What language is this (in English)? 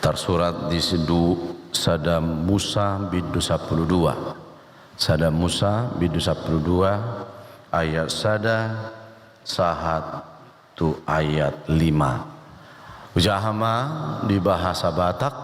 Batak Toba